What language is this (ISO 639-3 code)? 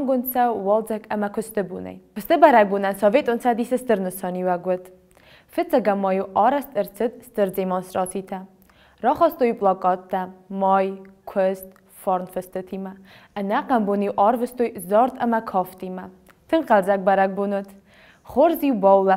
oss